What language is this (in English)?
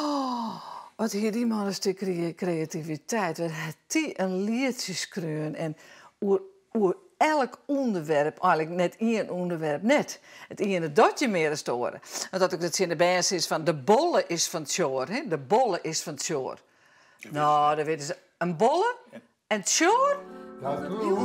Western Frisian